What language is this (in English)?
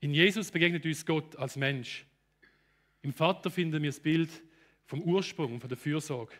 Swiss German